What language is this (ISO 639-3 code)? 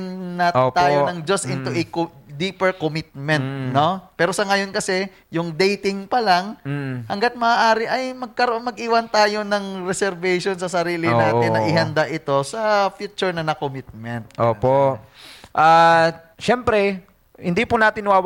fil